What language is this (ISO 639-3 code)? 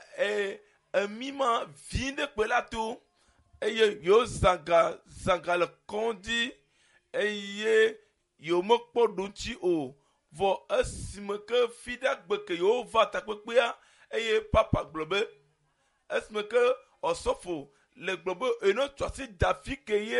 ewe